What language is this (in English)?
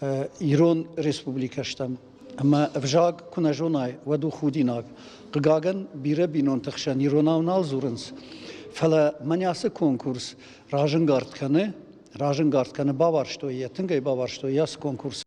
Ossetic